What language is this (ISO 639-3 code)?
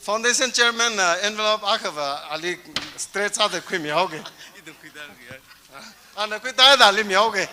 nmf